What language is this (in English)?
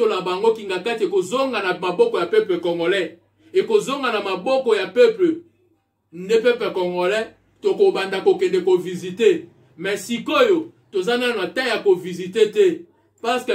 Lingala